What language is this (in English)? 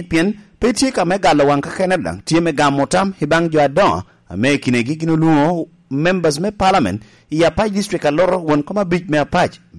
Lango (Uganda)